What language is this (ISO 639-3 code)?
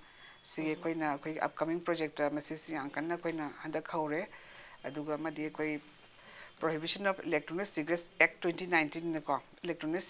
mni